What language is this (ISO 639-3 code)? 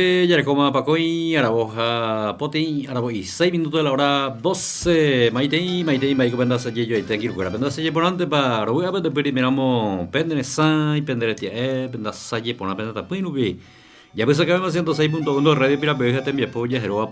grn